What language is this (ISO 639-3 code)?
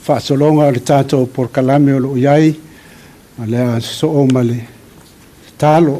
smo